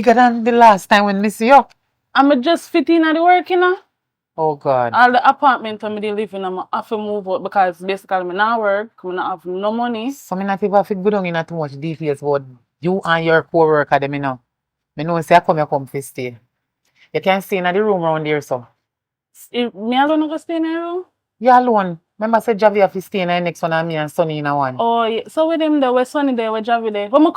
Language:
Jamaican Creole English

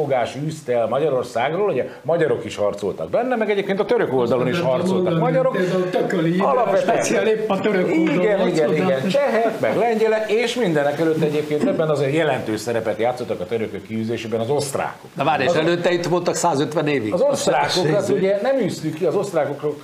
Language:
Hungarian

